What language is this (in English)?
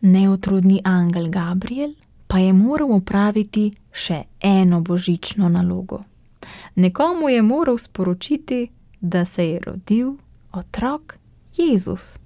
Slovenian